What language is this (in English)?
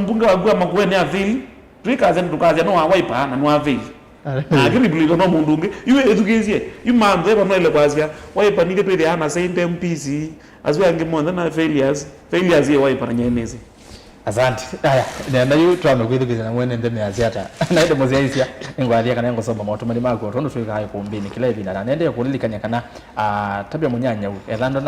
Kamba